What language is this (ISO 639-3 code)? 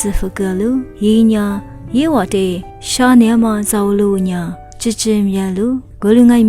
lis